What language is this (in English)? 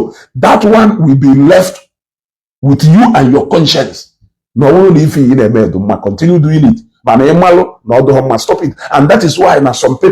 Igbo